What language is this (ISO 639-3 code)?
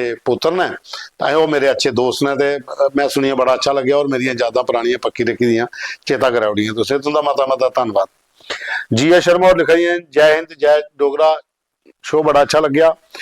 doi